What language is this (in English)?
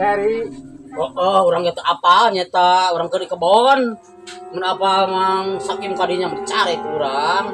Sundanese